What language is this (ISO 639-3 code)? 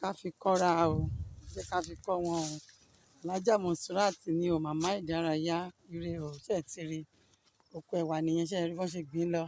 yor